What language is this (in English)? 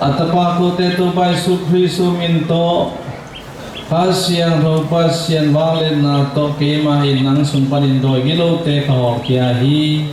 Tedim Chin